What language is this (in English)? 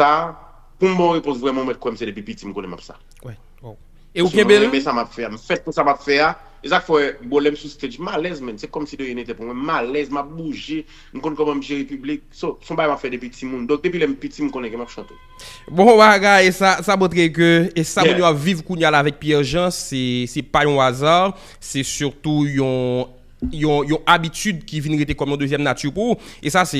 Haitian Creole